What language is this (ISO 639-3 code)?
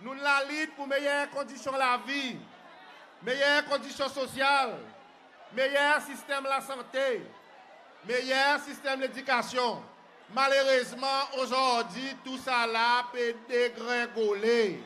crs